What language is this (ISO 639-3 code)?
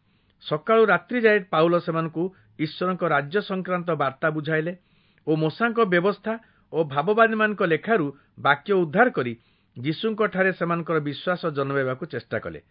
ori